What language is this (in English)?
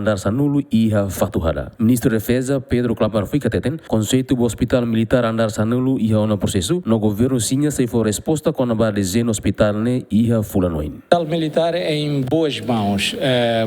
Tetum